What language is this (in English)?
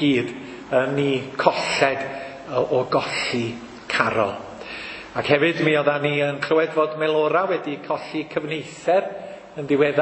Welsh